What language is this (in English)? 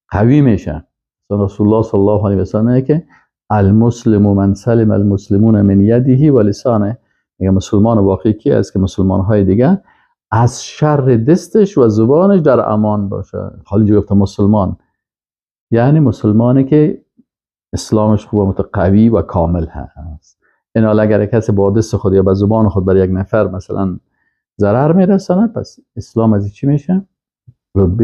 Persian